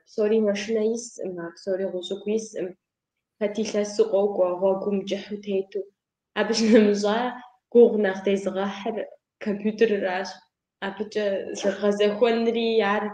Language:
Kabardian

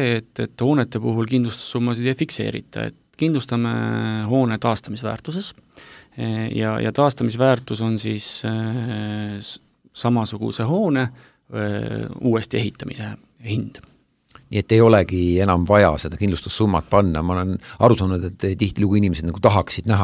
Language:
Estonian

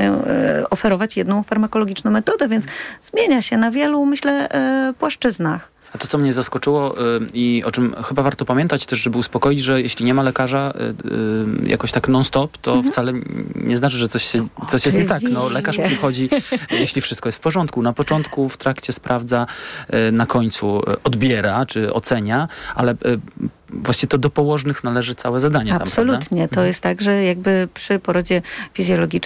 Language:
Polish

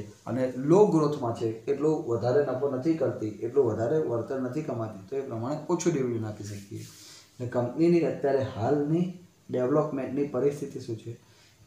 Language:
Gujarati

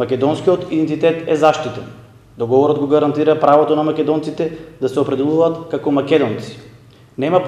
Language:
Macedonian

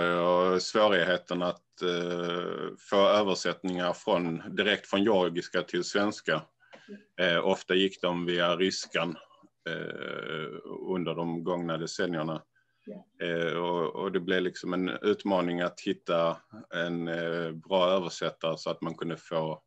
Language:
Swedish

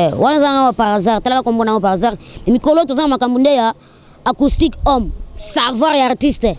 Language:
Lingala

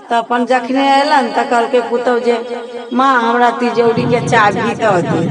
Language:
Maithili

